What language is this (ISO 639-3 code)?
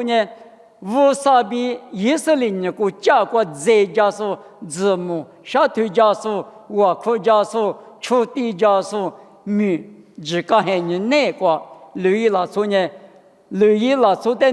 lis